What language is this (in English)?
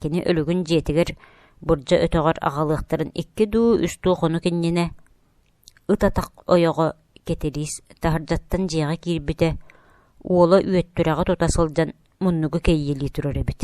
Yakut